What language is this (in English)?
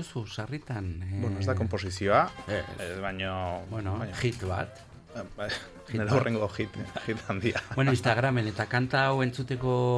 Basque